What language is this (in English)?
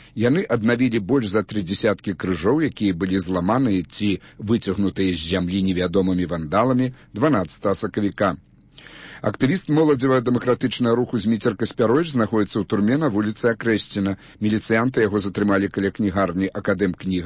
Belarusian